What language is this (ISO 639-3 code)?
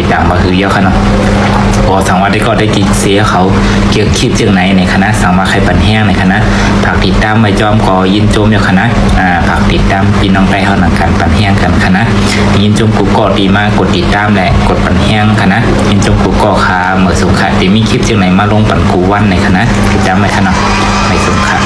shn